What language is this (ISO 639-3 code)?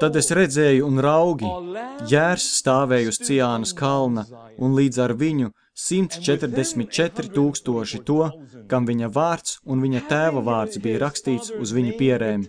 lav